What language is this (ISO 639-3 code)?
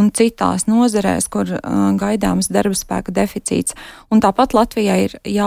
lav